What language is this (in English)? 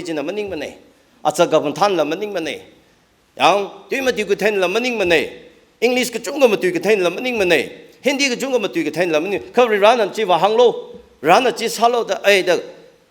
Tangkhul Naga (India)